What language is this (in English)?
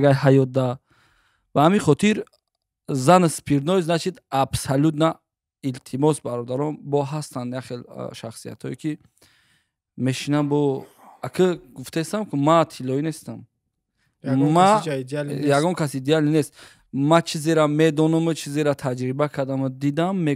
Tajik